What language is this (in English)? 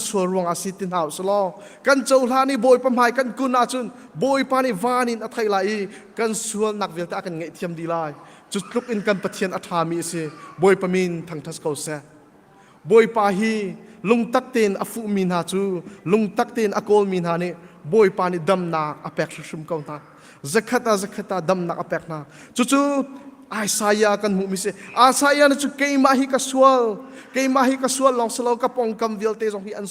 Hakha Chin